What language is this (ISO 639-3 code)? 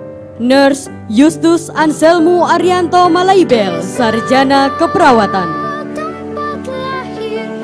ind